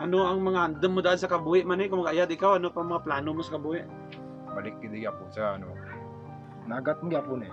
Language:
Kinaray-a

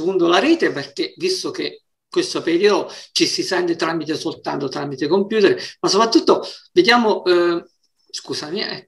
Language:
Italian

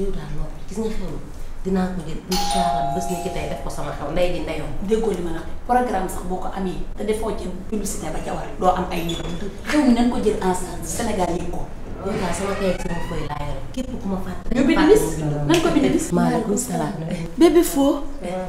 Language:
Wolof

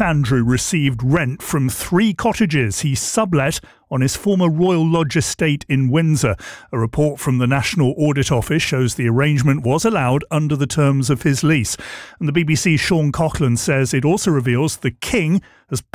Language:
English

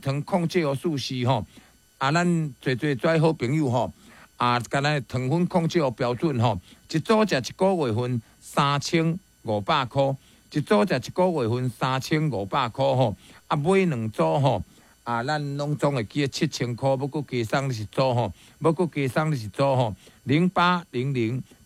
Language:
Min Nan Chinese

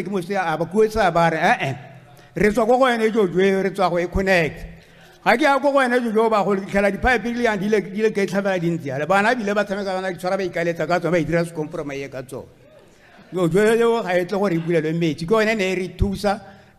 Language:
Tswana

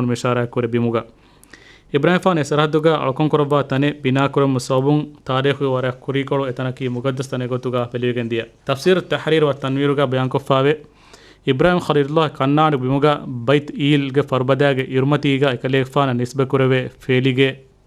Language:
Divehi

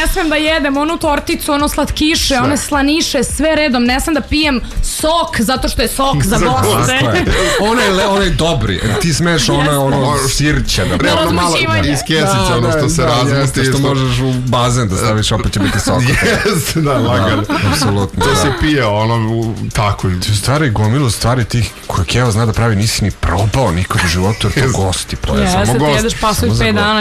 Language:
Serbian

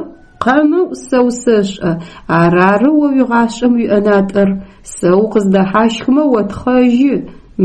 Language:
Adyghe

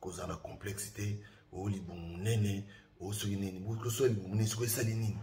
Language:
Lingala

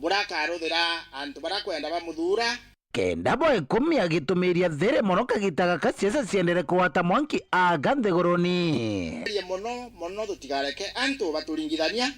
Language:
Meru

